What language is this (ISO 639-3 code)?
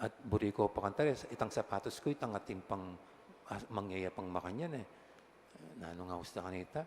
pam